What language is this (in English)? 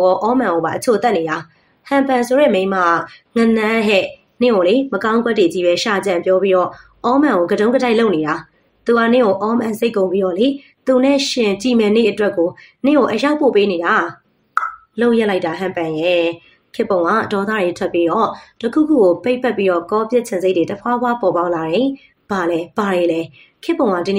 Burmese